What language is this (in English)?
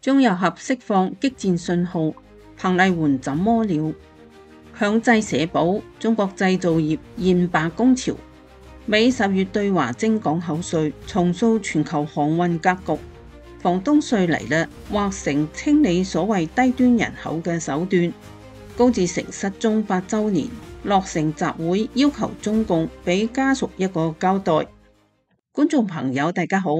Cantonese